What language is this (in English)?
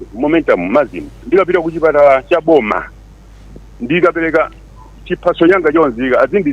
Nyanja